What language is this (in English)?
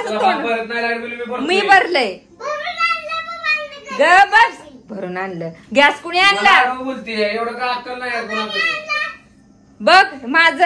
Marathi